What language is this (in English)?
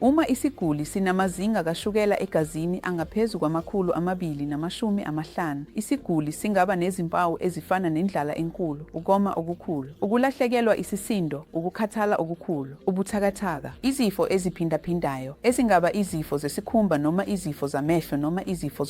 Zulu